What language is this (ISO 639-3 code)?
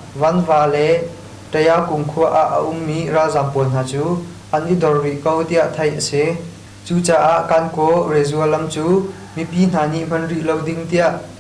cnh